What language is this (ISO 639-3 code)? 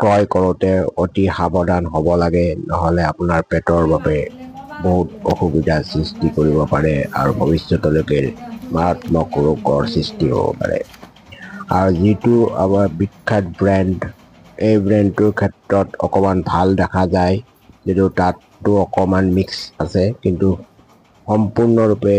asm